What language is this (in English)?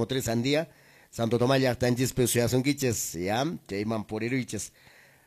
Quechua